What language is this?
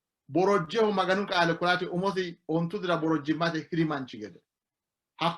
Sidamo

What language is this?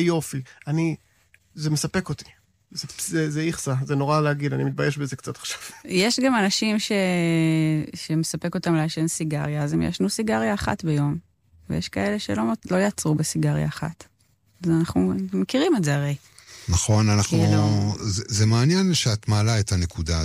Hebrew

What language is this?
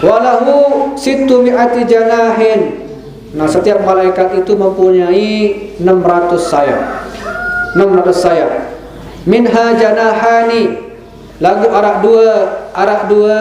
Sasak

